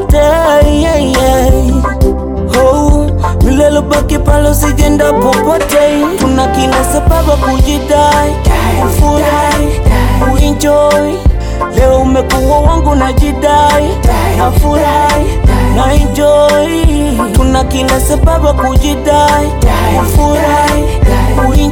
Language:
Swahili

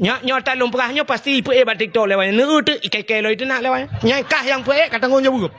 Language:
Achinese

